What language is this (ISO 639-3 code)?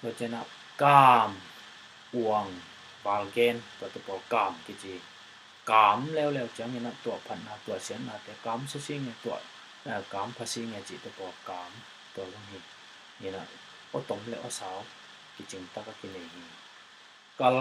ctd